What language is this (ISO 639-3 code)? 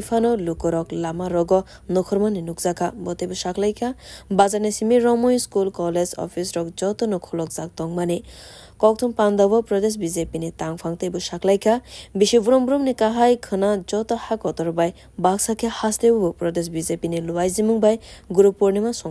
trp